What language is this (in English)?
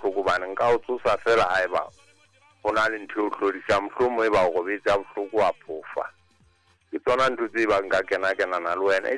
Southern Sotho